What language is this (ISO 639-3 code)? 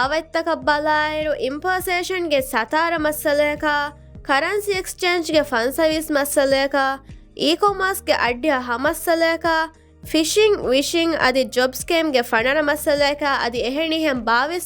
div